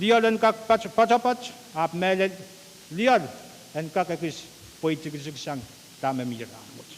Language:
Pohnpeian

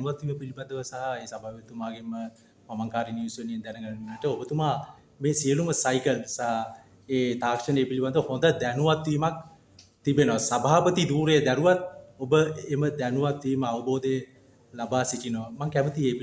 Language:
Sinhala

